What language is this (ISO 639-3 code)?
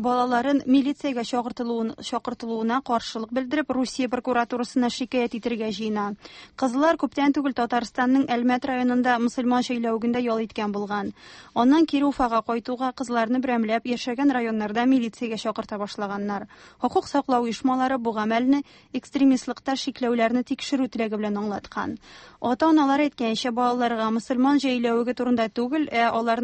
tat